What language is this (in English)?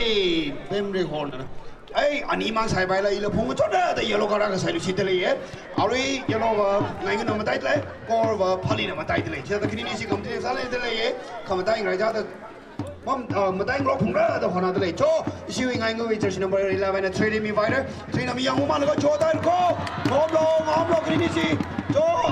Tangkhul Naga (India)